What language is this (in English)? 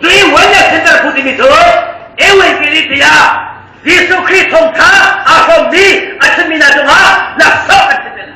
Hakha Chin